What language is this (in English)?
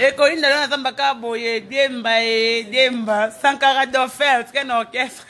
Lingala